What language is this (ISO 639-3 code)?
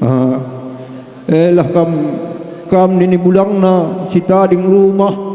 btx